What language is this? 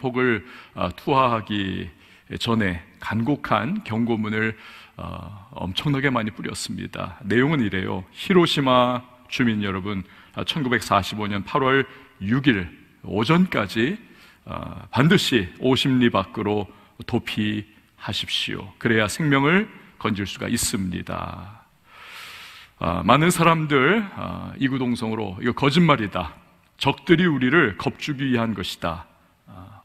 Korean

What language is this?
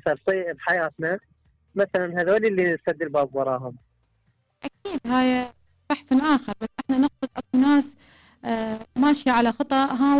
Mesopotamian Arabic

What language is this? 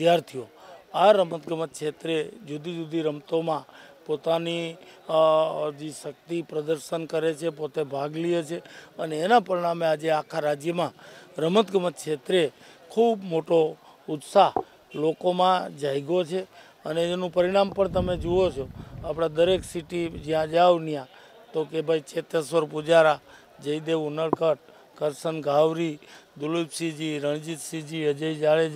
Gujarati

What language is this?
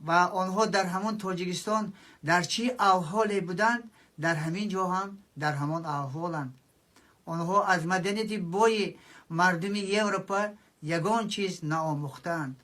Tajik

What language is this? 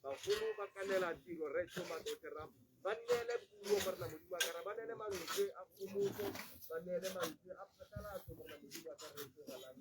Tswana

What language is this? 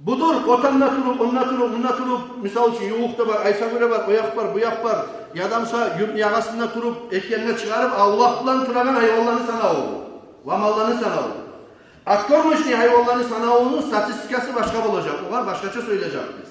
Kumyk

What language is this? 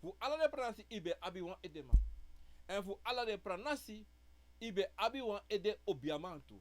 Sranan Tongo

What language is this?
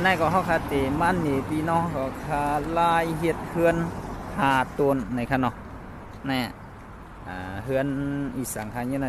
Shan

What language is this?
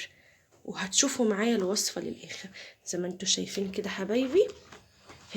Egyptian Arabic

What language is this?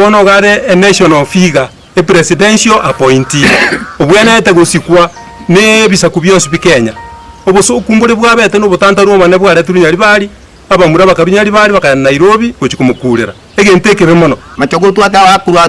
Gusii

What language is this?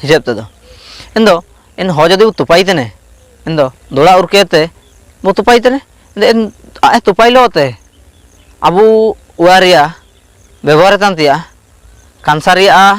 Ho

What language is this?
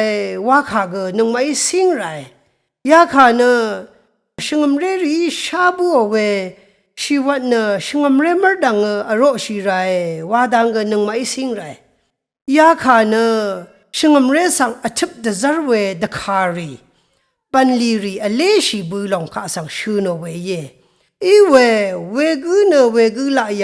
Rawang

